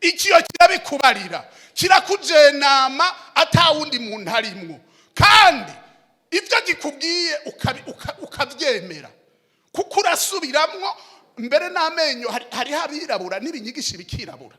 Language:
Rundi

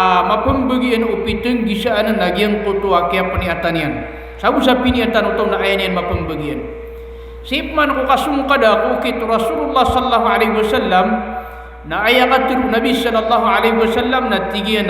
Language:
Maranao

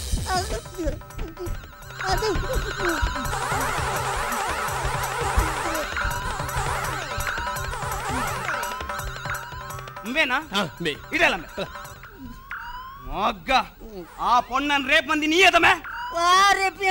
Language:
Tulu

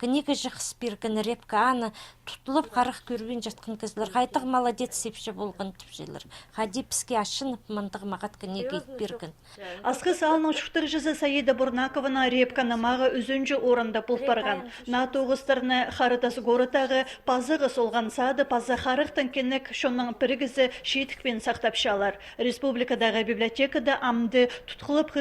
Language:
Khakas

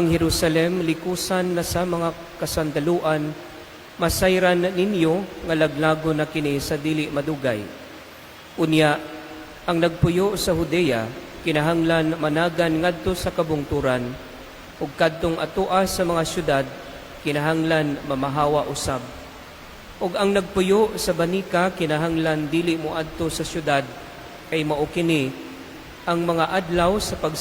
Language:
Cebuano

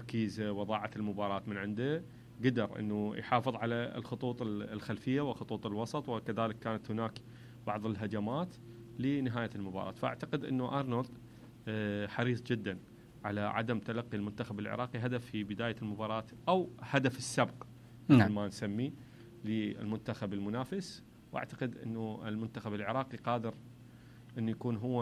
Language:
Mesopotamian Arabic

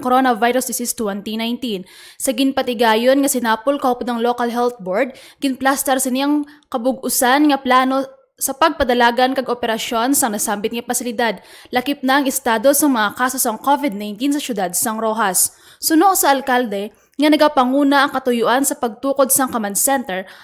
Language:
Hiligaynon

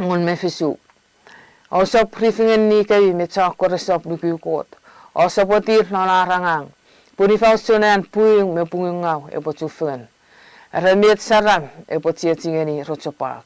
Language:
Chuukese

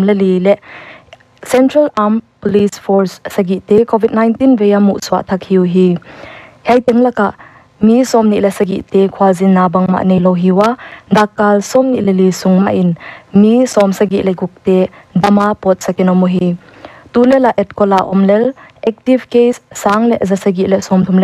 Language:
Paite Chin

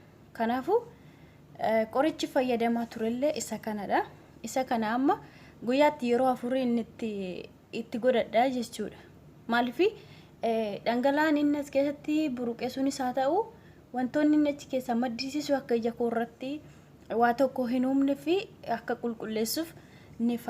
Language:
Oromo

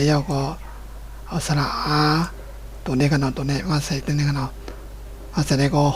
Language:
Shan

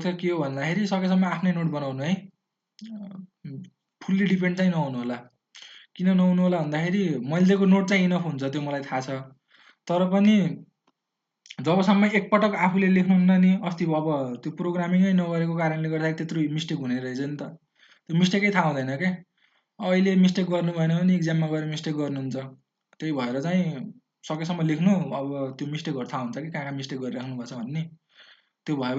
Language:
Nepali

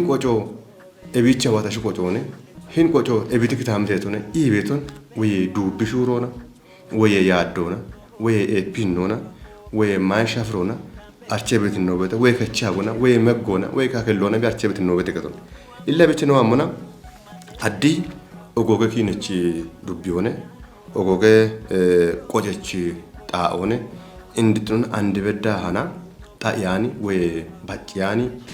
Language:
Kafa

